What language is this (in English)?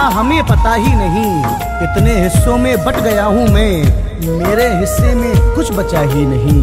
Hindi